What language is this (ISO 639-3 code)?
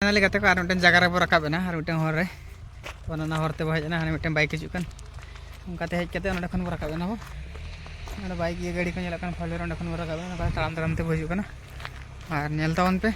sat